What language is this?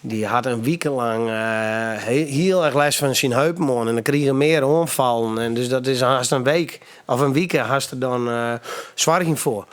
Western Frisian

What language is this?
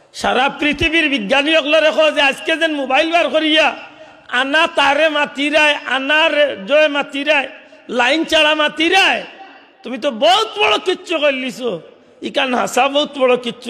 Sylheti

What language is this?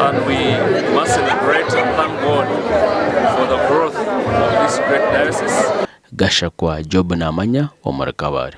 Nyankole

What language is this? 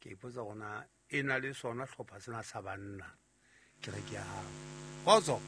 Southern Sotho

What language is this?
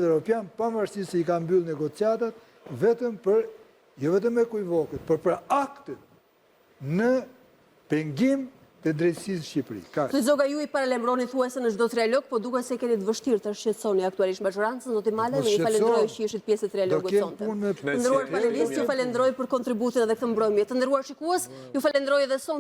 Albanian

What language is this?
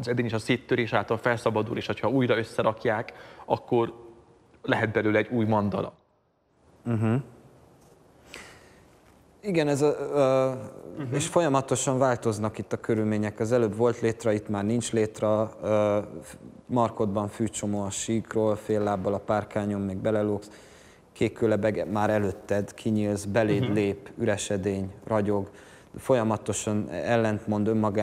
Hungarian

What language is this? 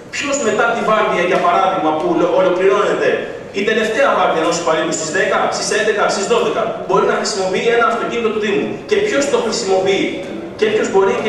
Greek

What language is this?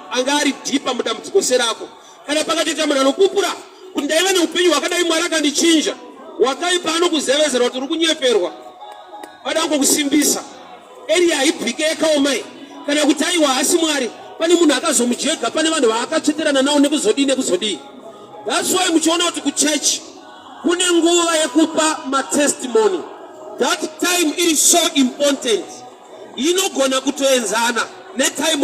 Shona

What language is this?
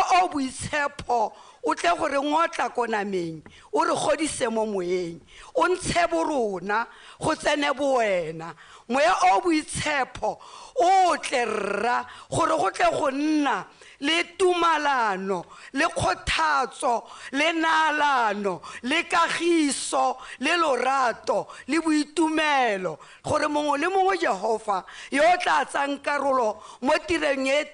Tswana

